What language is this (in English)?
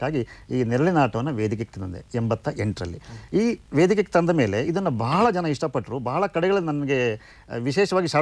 Kannada